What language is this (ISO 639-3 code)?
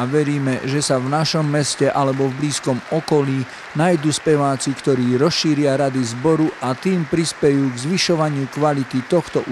slk